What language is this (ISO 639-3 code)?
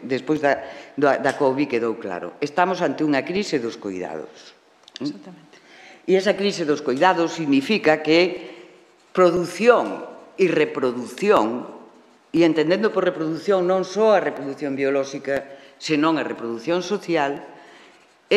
glg